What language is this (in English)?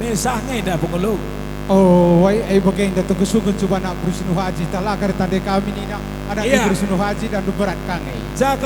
Batak Karo